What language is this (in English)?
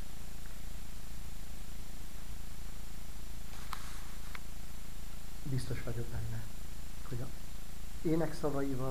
Hungarian